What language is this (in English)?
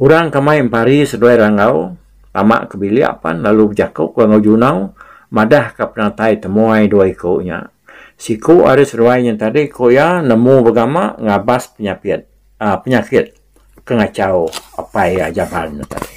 Iban